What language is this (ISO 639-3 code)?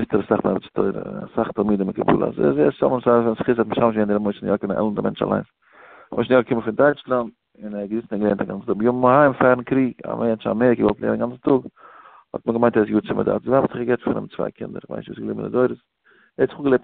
yid